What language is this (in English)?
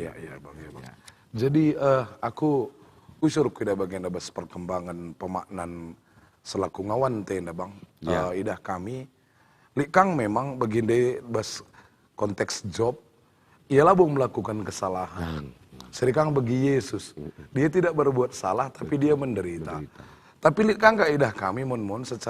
Batak Karo